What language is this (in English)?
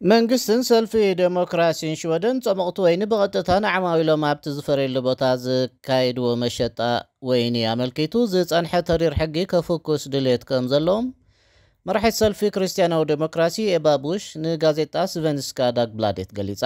Tigrinya